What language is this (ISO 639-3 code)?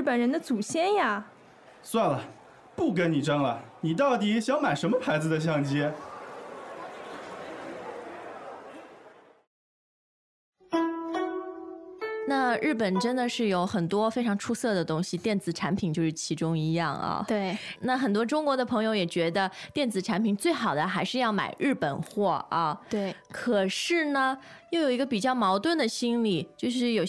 zho